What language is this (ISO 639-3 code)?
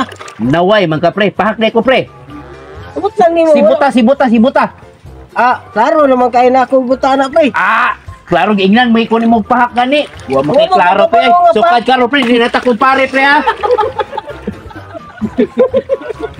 ceb